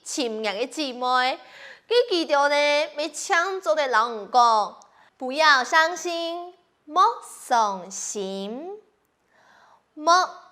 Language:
Hakka Chinese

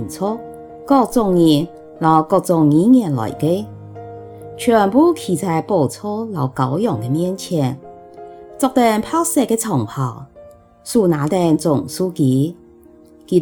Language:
Hakka Chinese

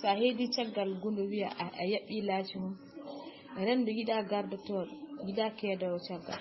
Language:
Fula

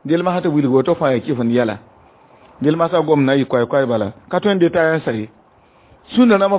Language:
Mossi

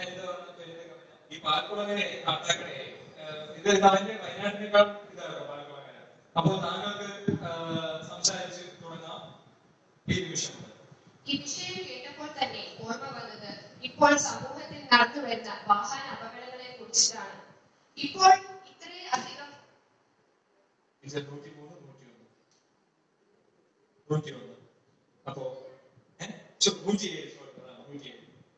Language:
Malayalam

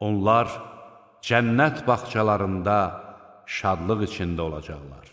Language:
Azerbaijani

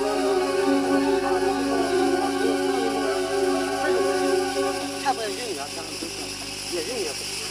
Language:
Poumei Naga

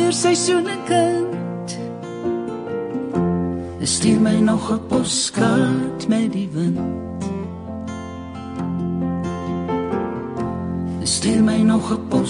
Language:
Afrikaans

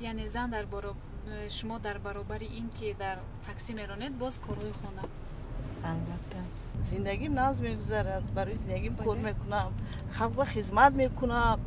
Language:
Tajik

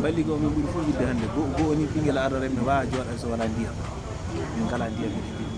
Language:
Fula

